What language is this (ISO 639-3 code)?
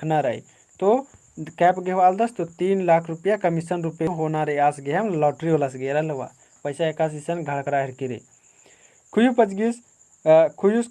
kru